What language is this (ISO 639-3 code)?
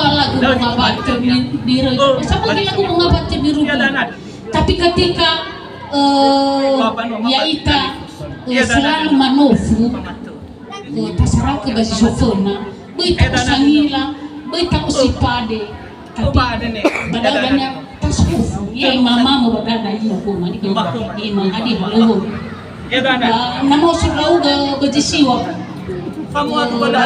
nia